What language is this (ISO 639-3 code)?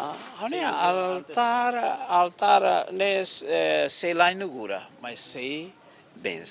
tet